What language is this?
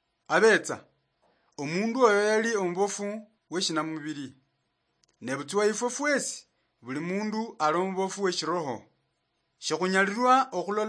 Luyia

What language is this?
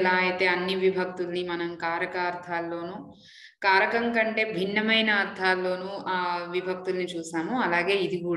Telugu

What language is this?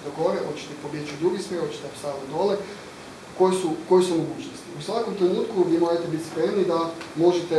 Croatian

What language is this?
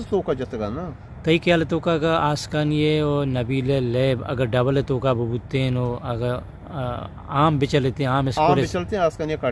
Eastern Balochi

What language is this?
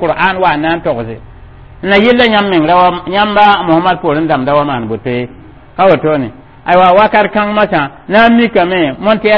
Mossi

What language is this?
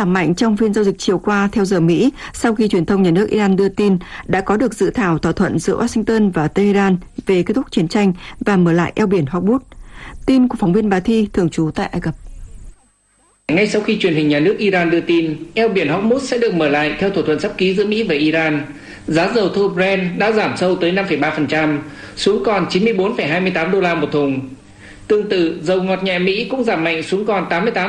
Vietnamese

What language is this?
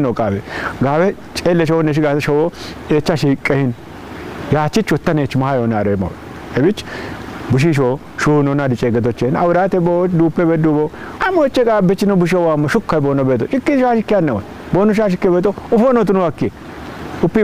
Kafa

